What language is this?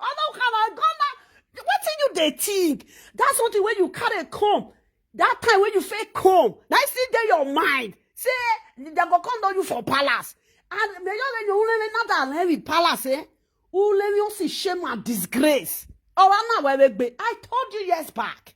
Nigerian Pidgin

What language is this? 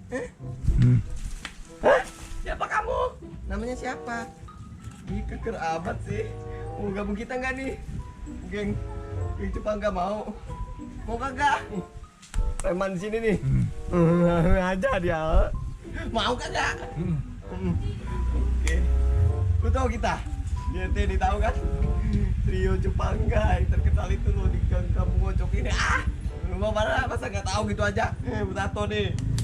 Betawi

